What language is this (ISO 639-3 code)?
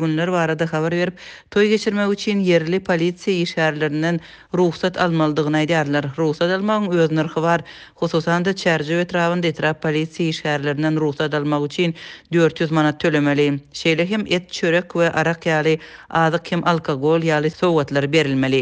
tuk